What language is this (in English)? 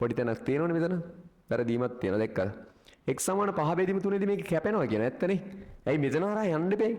Sinhala